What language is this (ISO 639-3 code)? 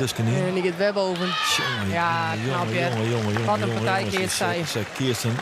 fry